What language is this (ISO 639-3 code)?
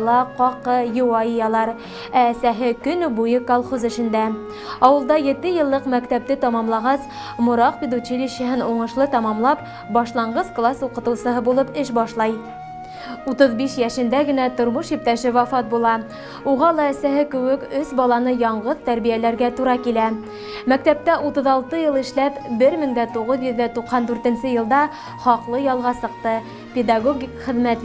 bak